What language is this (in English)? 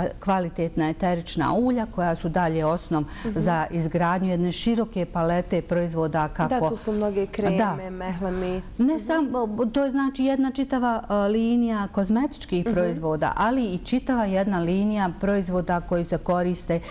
Bosnian